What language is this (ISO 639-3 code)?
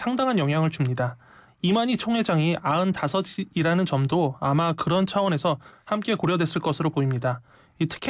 kor